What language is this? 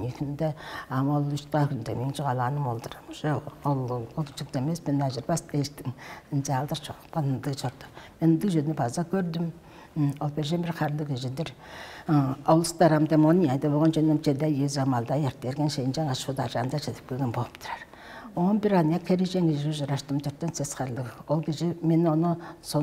Tuvinian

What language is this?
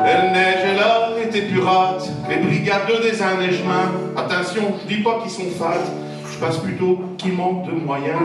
Picard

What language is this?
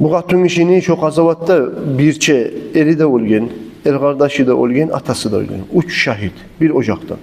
Kumyk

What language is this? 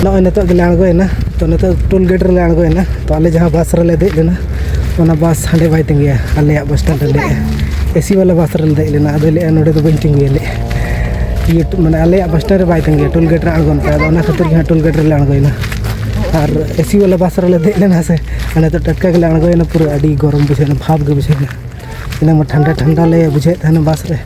Santali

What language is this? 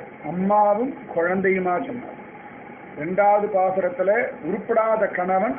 Tamil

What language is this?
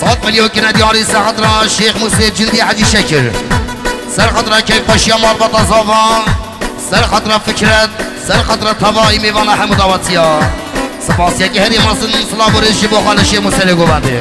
Kurdish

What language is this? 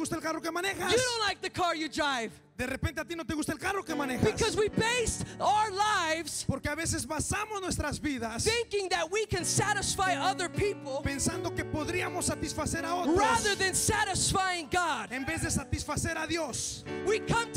Spanish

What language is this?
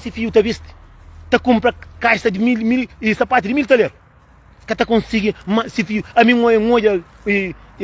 Kabuverdianu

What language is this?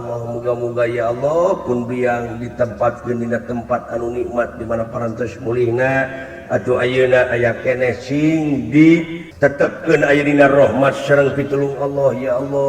Sundanese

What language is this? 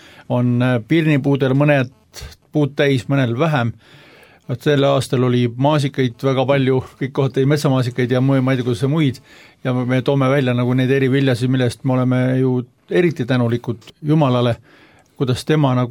Estonian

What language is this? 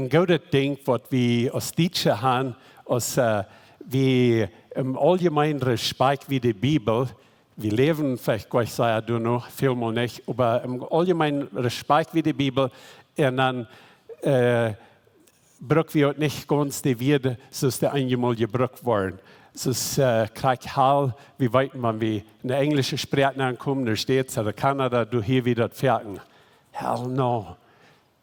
Plautdietsch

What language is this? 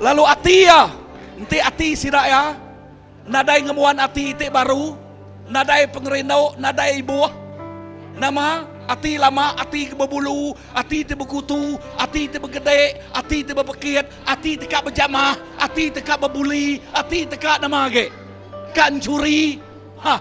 Iban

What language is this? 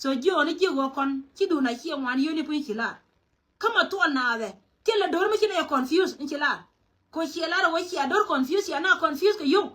Nuer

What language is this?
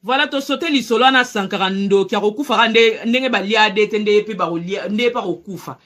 Lingala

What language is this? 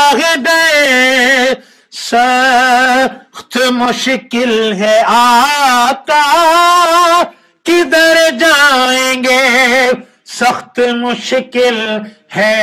Urdu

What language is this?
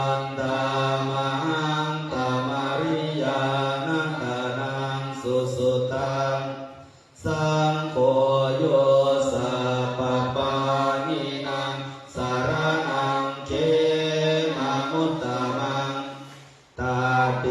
Pali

